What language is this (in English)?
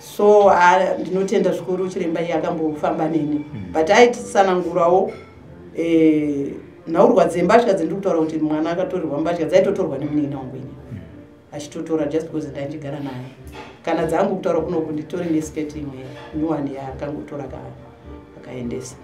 Shona